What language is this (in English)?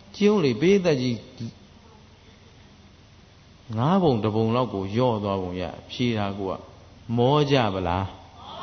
Burmese